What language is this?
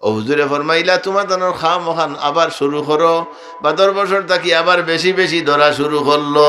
Sylheti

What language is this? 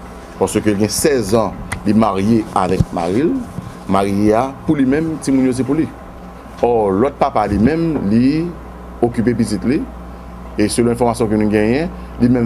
Haitian Creole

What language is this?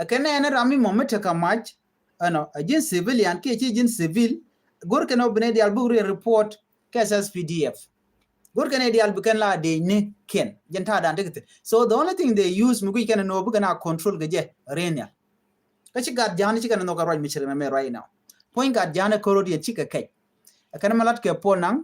Nuer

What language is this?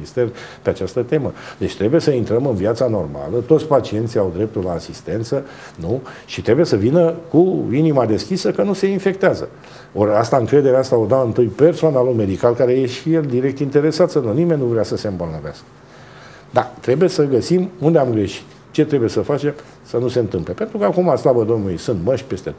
Romanian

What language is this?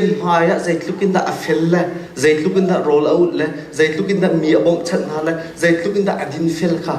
Hakha Chin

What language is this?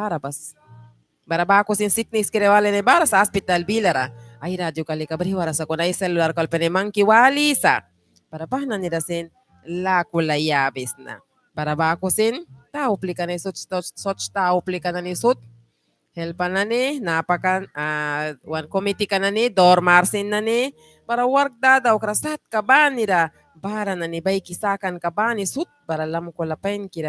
Mískito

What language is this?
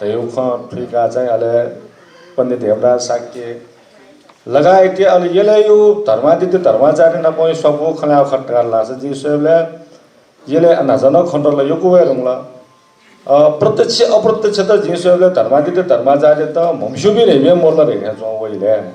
Newari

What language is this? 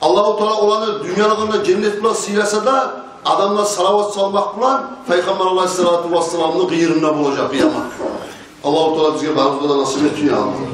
Kumyk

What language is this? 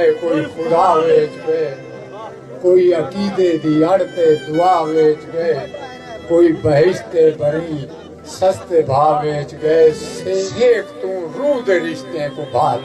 Saraiki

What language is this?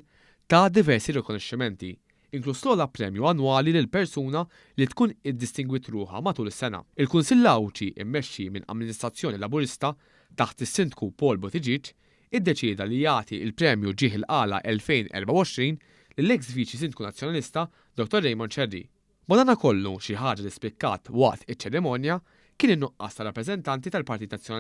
Maltese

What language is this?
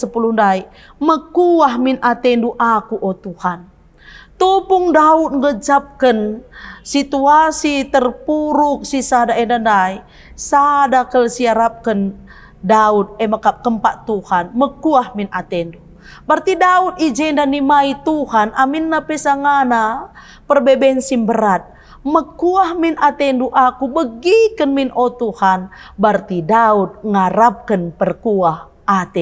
Batak Karo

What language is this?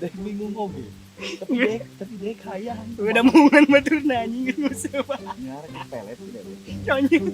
Sundanese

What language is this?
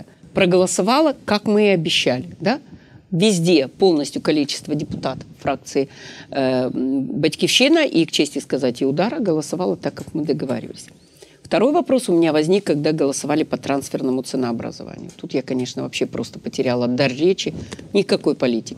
Russian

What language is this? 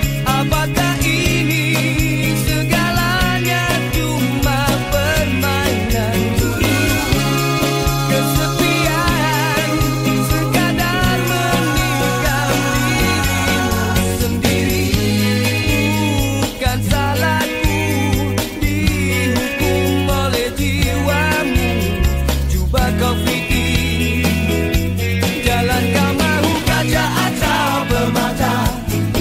Malay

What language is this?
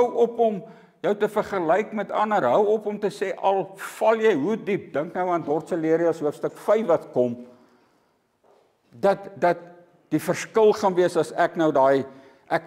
Afrikaans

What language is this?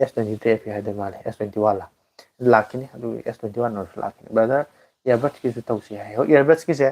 Manipuri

